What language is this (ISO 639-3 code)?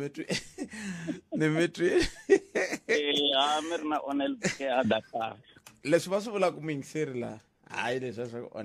tso